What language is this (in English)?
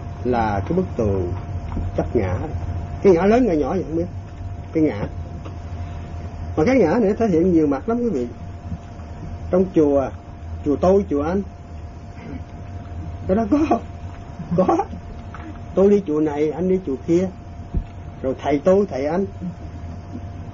Vietnamese